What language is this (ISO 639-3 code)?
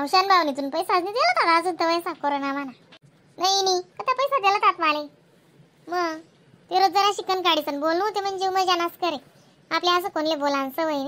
khn